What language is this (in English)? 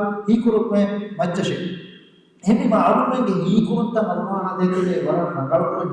Divehi